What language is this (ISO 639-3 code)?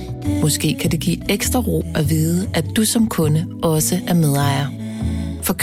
dan